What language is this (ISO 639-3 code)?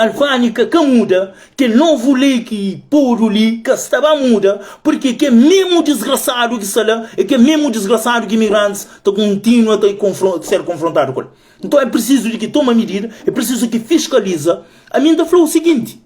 kea